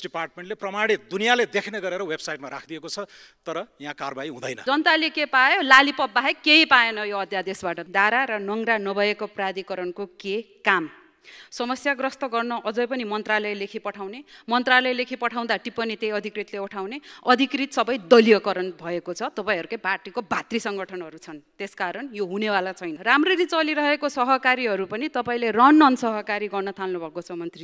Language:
Nepali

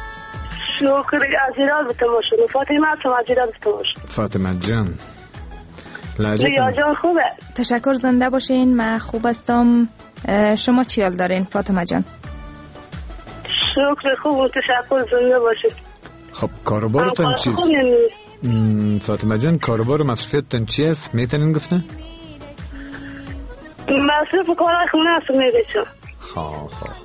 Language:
Persian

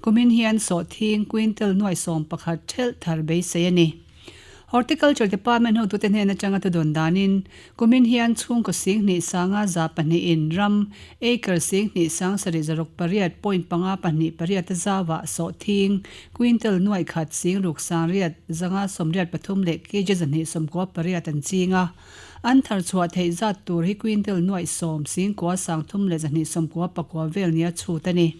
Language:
Mizo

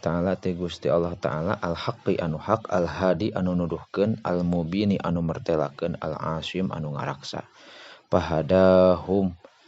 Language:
Sundanese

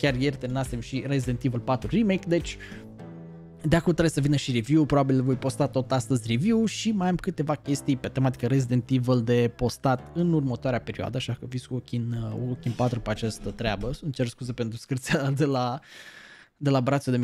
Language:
Romanian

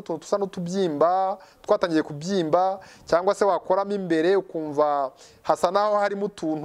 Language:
Kinyarwanda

